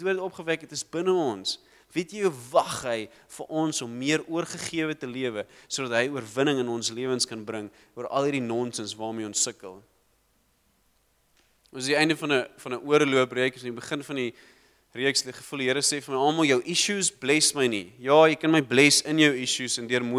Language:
Afrikaans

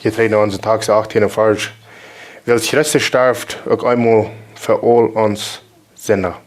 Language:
Plautdietsch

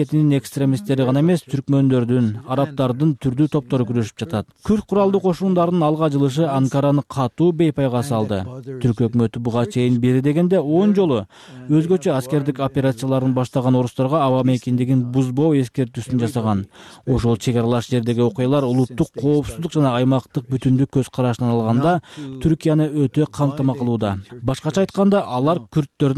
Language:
Kyrgyz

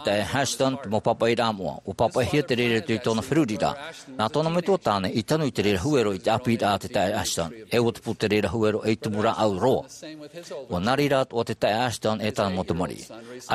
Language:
Tahitian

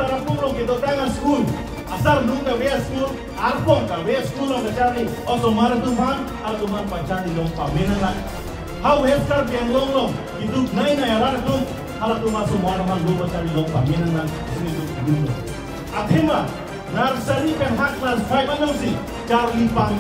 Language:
Karbi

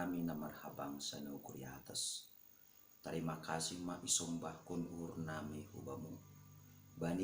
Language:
Batak Simalungun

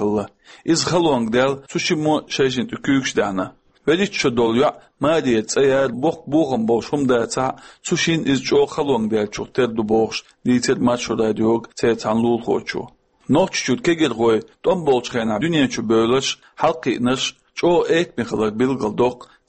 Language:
Chechen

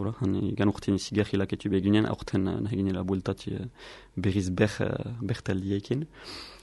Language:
Basque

